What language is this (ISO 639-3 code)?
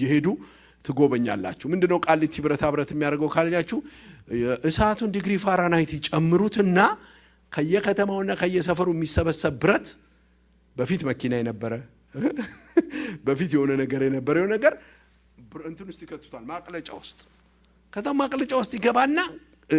amh